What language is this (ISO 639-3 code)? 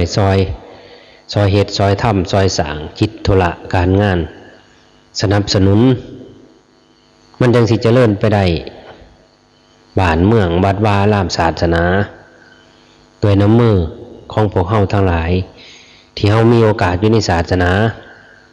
lao